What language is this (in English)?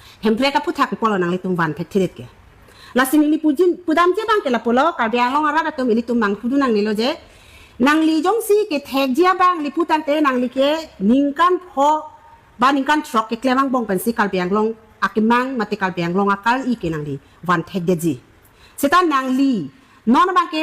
Karbi